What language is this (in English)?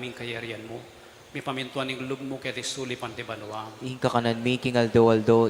Pampanga